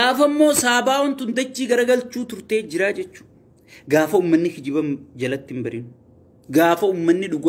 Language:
Oromo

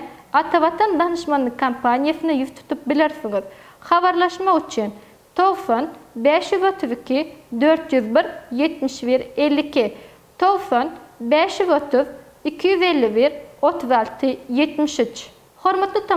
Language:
Turkmen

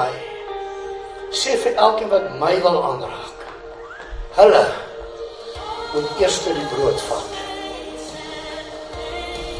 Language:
Afrikaans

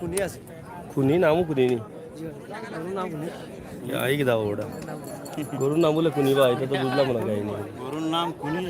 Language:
Sylheti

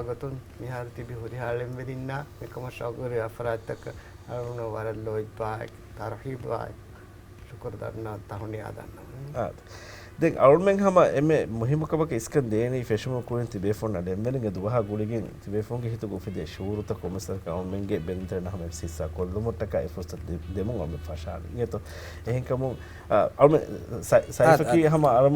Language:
Divehi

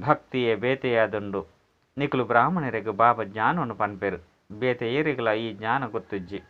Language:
Tulu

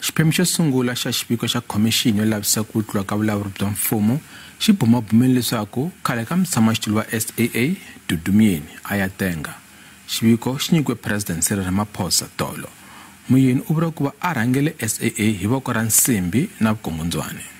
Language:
Tsonga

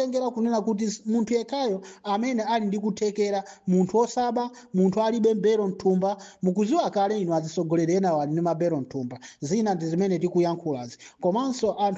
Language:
Nyanja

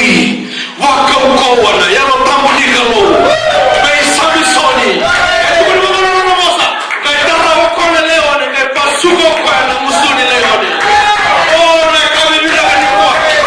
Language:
Fijian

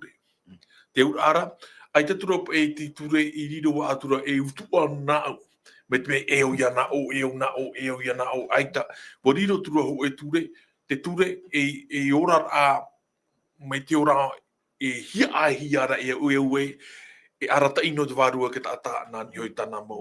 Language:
Tahitian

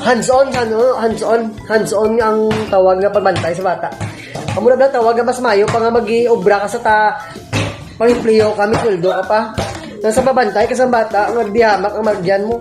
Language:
Hiligaynon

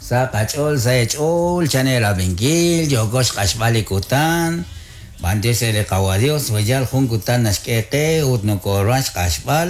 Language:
Kekchí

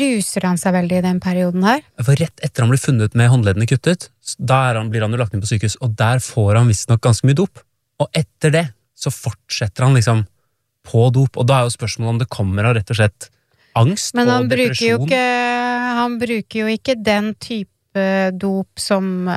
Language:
Norwegian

